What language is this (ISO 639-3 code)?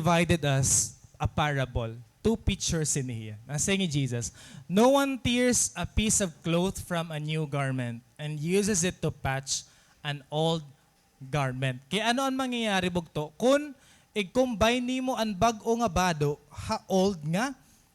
war